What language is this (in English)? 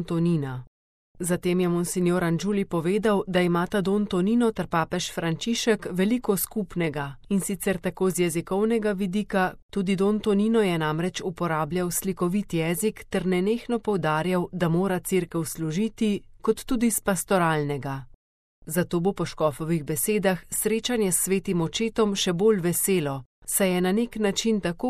Slovenian